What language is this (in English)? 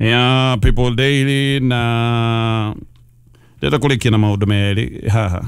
Kikuyu